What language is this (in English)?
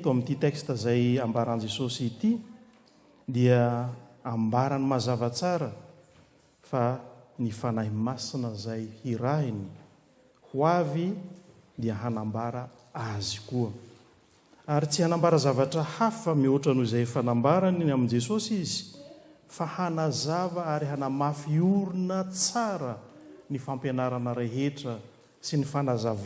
Malagasy